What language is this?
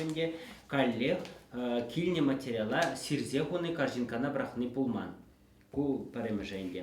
Chuvash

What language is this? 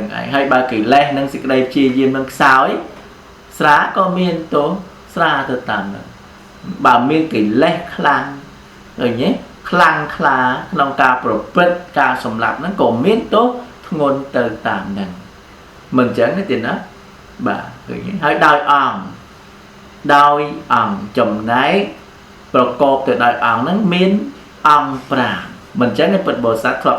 Khmer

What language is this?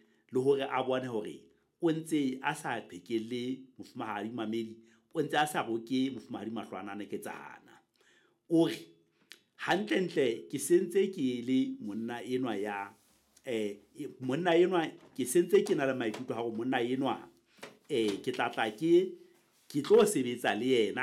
Southern Sotho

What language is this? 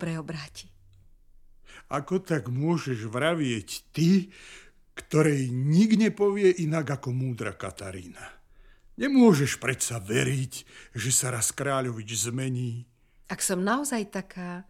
Slovak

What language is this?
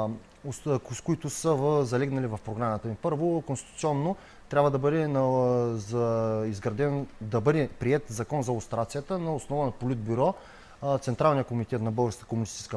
Bulgarian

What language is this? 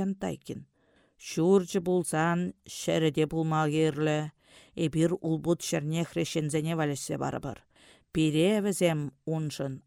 Chuvash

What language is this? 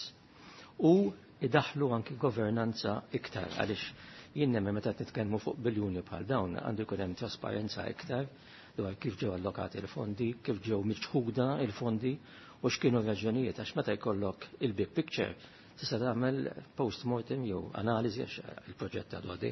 Maltese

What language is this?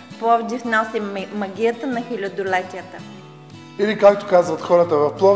Bulgarian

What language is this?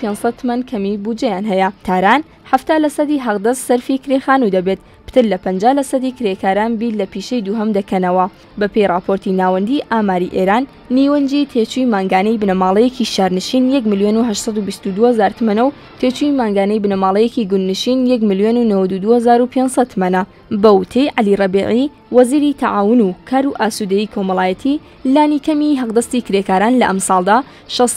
Central Kurdish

